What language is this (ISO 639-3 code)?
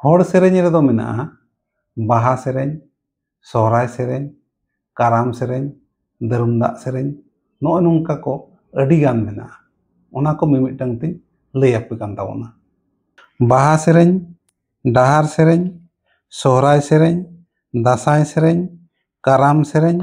sat